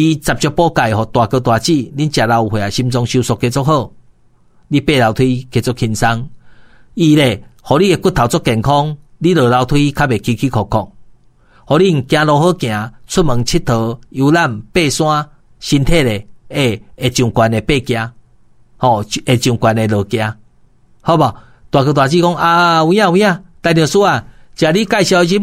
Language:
Min Nan Chinese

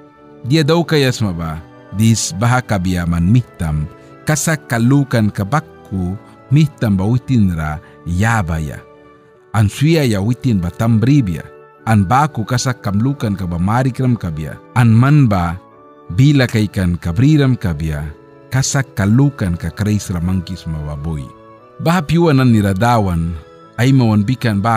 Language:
Mískito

